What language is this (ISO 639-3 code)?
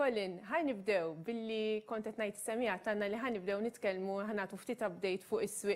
mlt